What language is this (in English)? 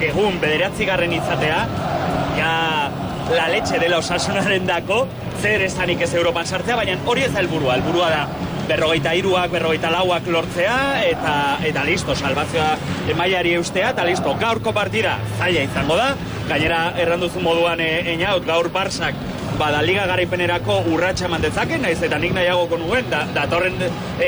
Basque